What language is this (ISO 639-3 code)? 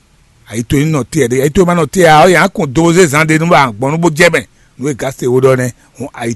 fon